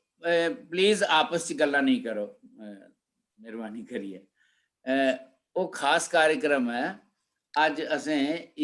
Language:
Dogri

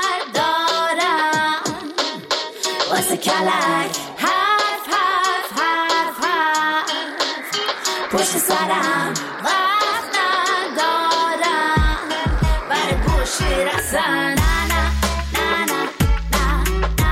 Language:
Persian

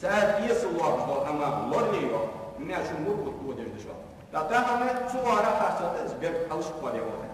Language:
Ingush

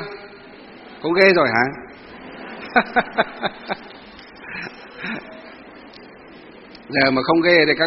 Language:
Vietnamese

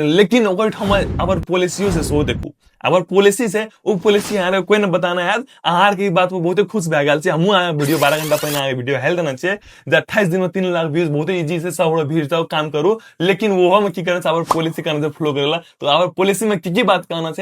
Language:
Maithili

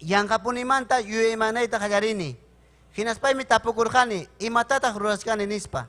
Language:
Ayacucho Quechua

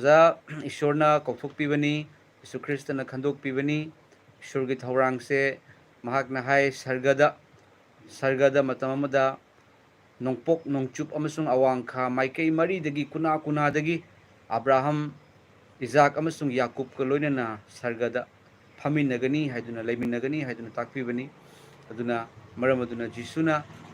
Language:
Manipuri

